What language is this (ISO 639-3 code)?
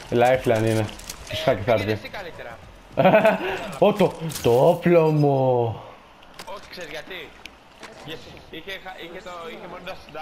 ell